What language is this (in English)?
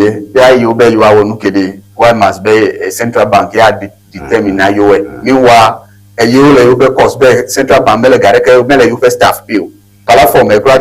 Ewe